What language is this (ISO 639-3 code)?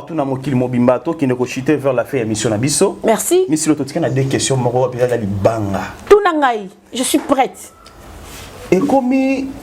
lin